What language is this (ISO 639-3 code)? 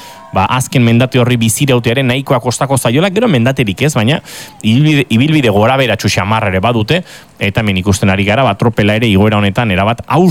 eus